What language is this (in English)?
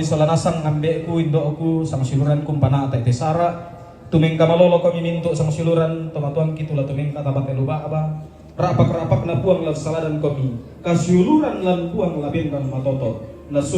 Toraja-Sa'dan